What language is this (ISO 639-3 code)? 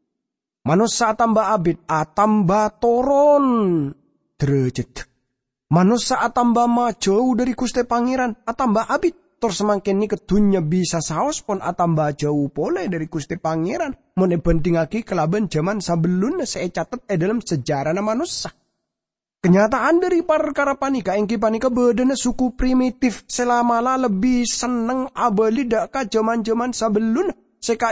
mad